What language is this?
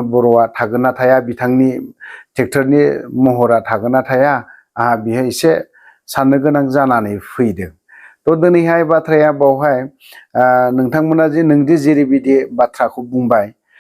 Bodo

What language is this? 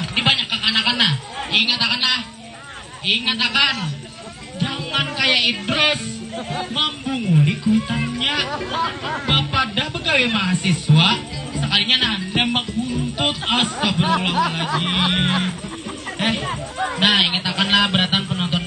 Banjar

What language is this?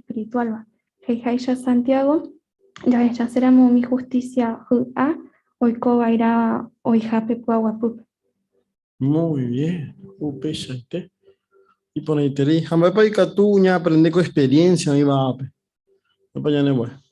Guarani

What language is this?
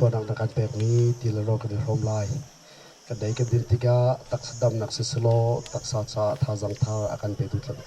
Hakha Chin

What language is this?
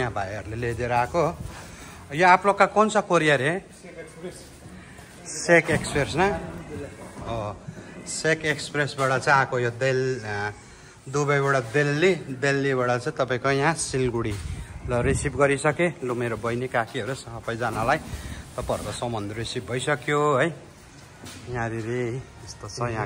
Nepali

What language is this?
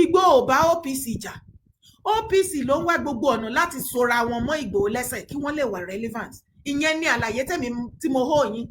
Yoruba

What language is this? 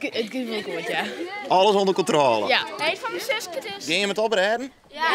Western Frisian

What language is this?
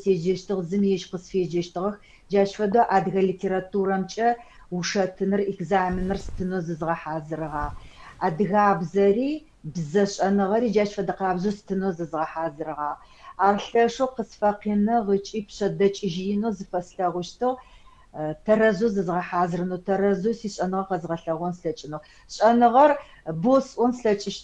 Adyghe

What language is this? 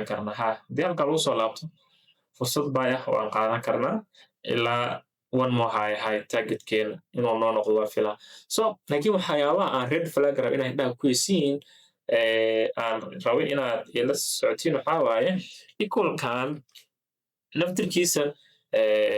Somali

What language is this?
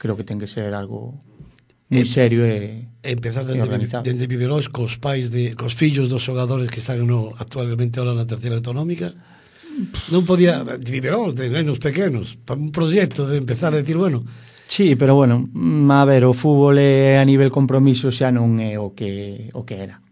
Galician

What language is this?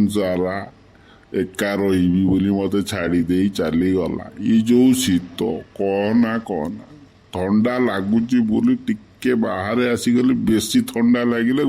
Odia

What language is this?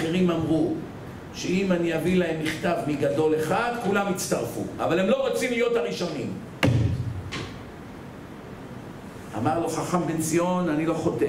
Hebrew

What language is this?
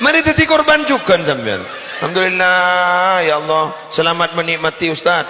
Madurese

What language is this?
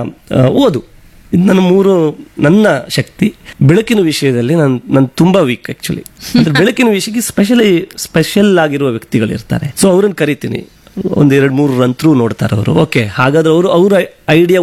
Kannada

